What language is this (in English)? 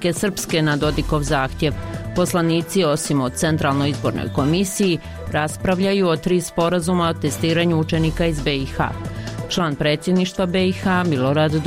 Bosnian